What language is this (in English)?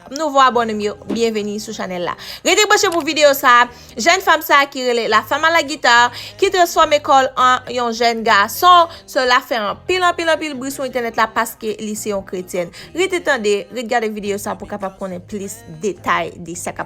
Haitian Creole